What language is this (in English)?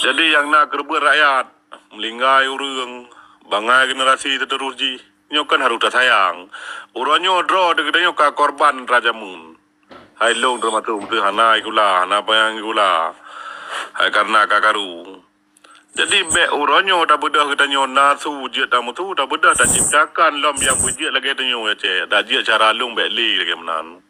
Achinese